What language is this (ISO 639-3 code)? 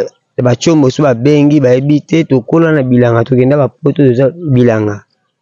lin